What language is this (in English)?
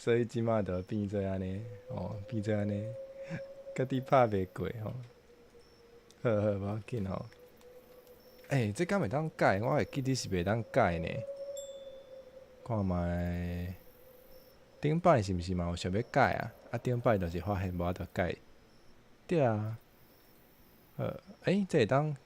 Min Nan Chinese